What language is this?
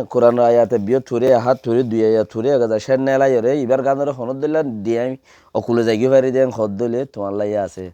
Rohingya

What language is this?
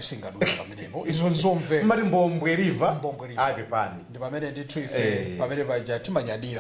Nyanja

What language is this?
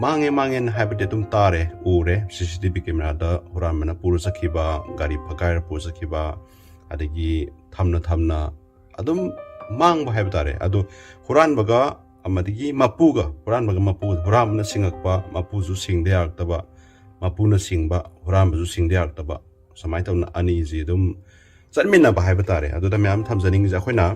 Manipuri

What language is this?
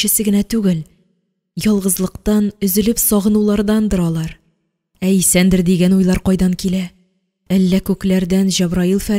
Tatar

